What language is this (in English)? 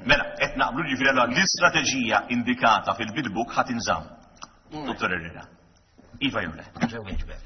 Maltese